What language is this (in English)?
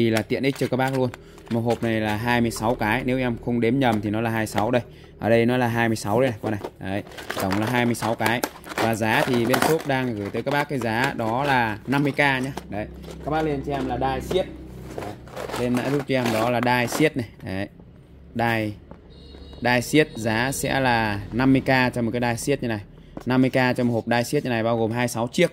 Vietnamese